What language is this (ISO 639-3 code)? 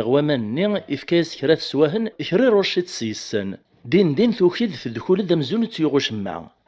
kab